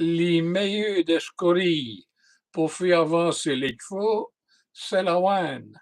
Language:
Walloon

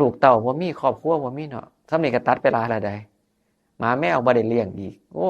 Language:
Northeastern Thai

